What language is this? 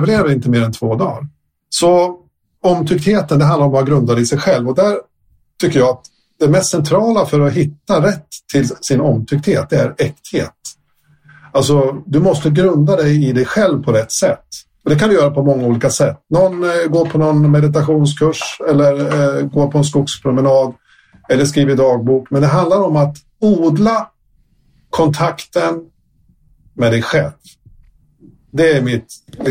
Swedish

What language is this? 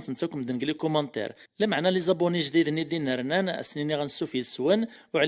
Kabyle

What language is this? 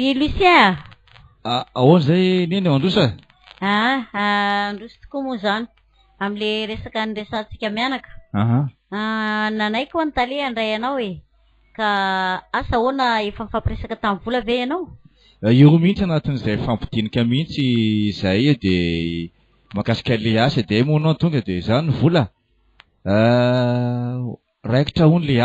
Malagasy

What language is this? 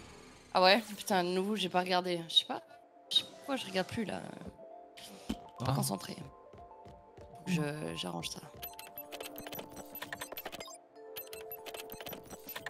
French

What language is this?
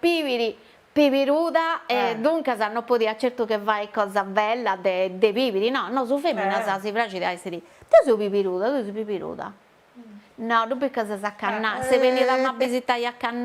Sardinian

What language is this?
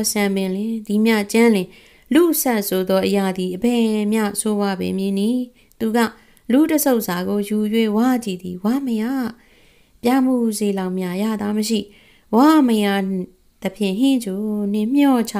Burmese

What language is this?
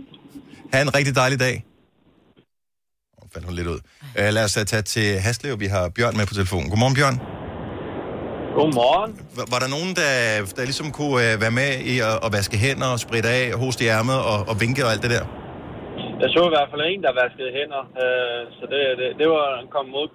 Danish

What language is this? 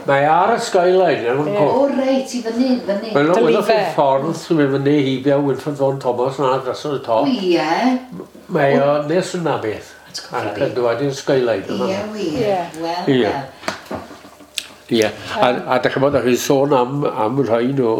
Welsh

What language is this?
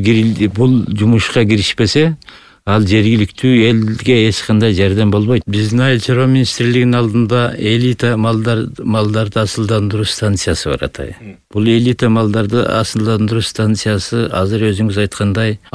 Kyrgyz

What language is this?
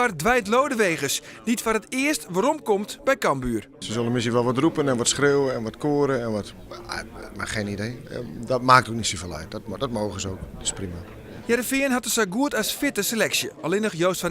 Western Frisian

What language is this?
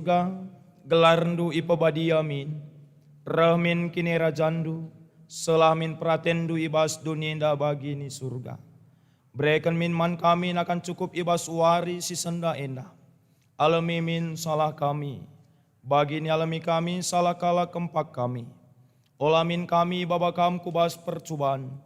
Batak Karo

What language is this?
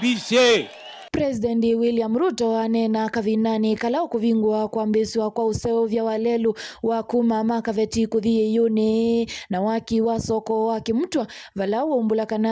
Kamba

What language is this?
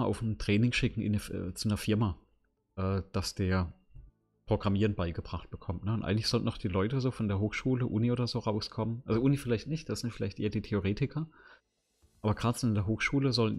German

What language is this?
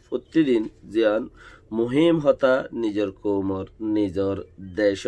Rohingya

